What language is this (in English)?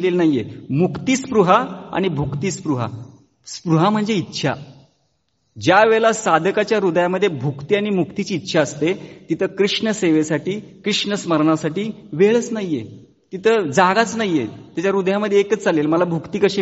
Marathi